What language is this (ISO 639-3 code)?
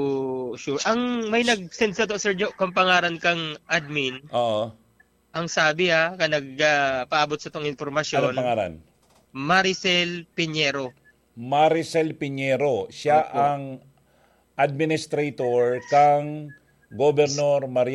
bik